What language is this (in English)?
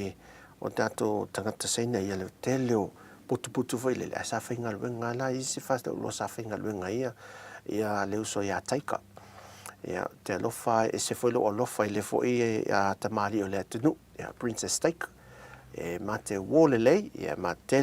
Samoan